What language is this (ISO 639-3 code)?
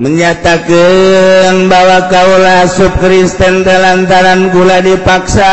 sun